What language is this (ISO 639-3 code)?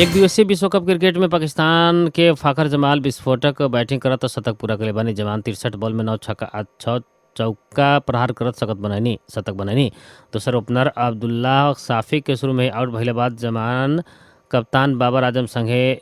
bho